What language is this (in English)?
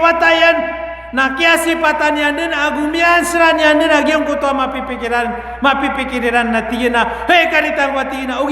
Maranao